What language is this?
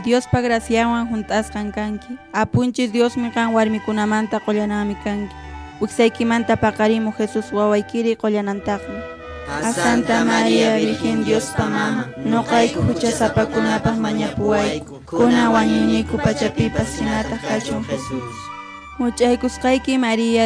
Quechua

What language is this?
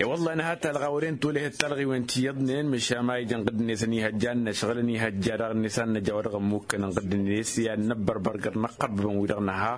Tamasheq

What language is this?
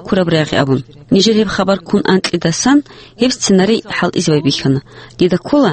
Avaric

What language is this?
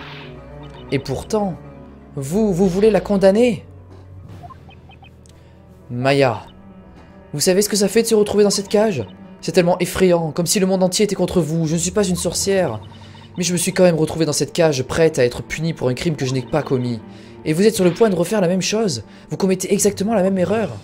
French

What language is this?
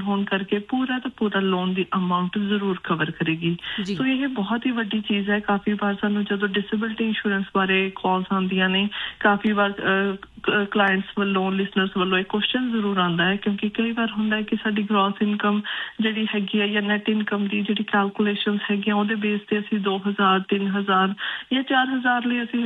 Punjabi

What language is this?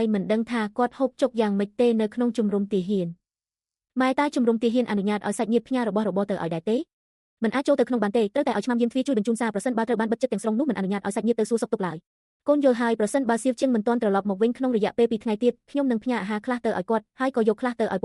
Khmer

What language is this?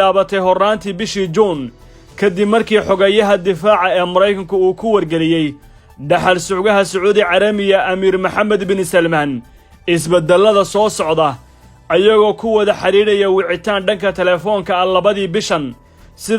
Somali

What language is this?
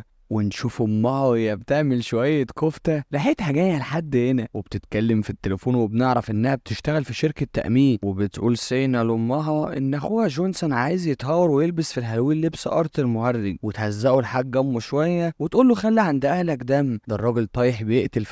Egyptian Arabic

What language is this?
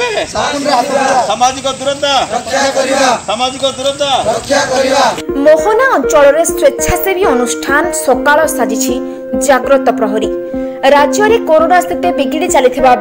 Odia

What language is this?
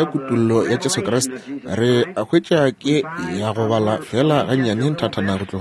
Northern Sotho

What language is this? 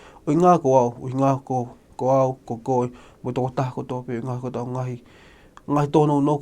Tongan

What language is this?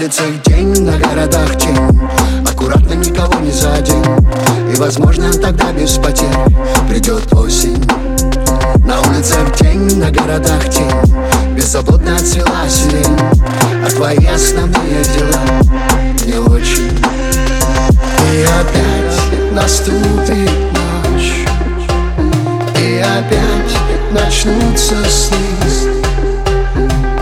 Russian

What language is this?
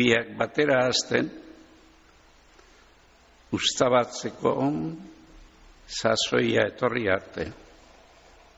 Basque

